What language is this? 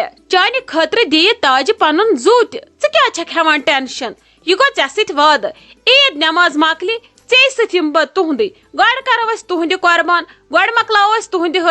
Kashmiri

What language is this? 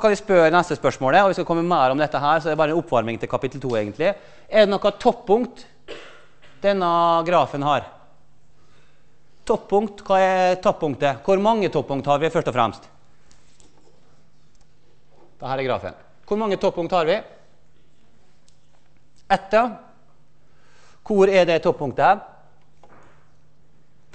Norwegian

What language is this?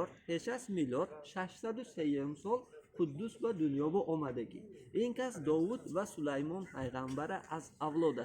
Tajik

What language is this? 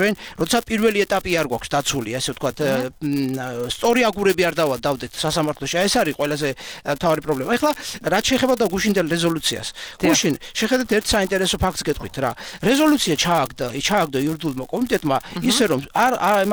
Georgian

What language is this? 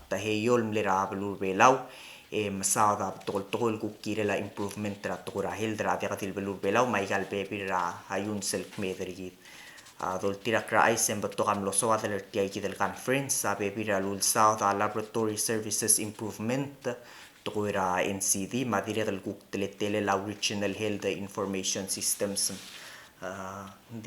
Palauan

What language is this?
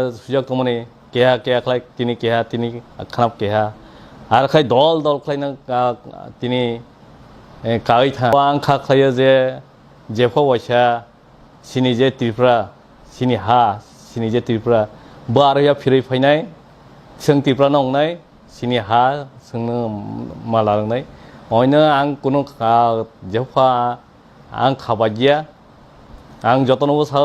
Kok Borok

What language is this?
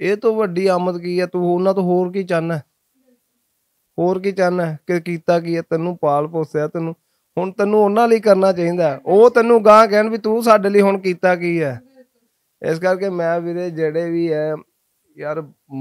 Punjabi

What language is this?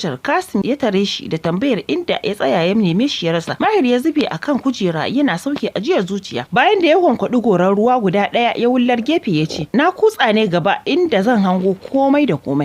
Hausa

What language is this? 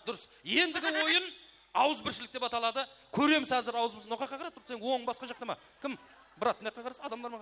Kara-Kalpak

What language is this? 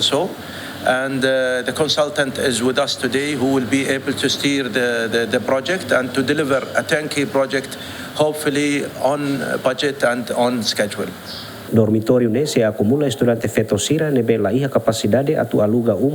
Tetum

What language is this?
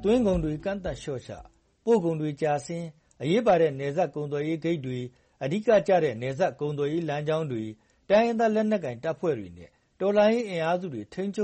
Burmese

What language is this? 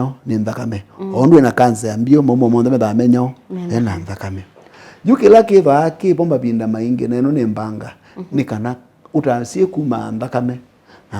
Kamba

